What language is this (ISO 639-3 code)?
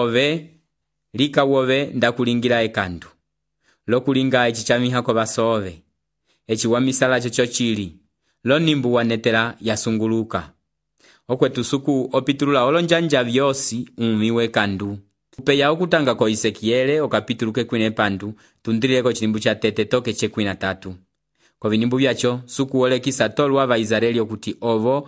umb